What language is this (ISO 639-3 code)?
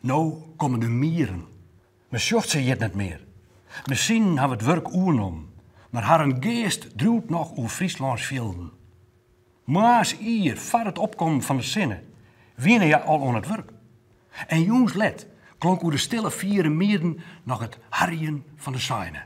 fry